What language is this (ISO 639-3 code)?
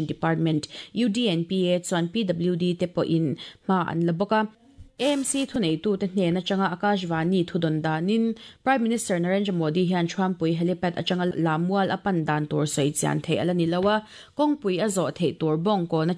lus